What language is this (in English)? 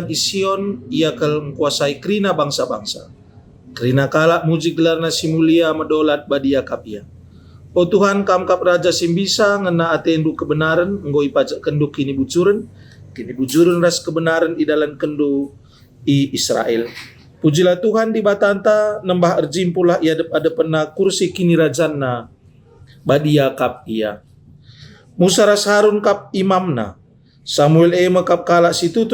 Batak Karo